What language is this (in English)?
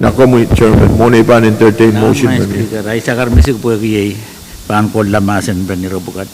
Pohnpeian